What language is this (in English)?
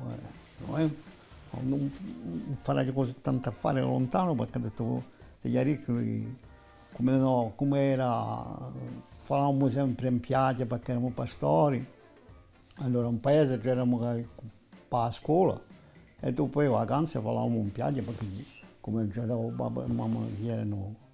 Corsican